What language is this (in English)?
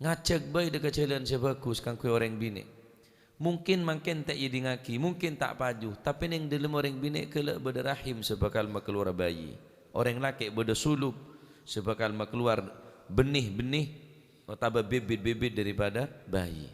Madurese